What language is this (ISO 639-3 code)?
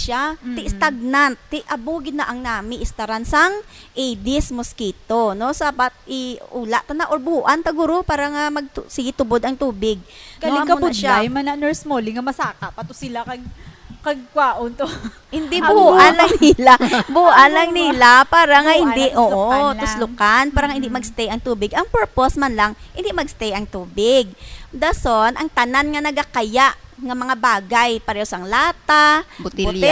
hil